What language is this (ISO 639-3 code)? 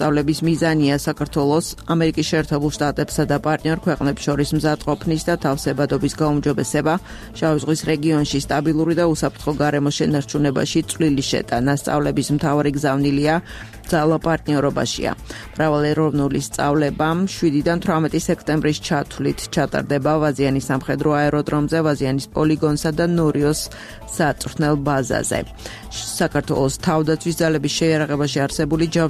kat